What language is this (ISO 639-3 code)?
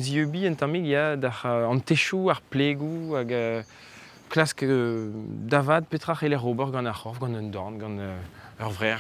bre